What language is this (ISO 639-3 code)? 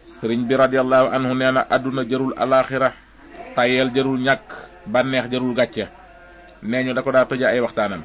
wol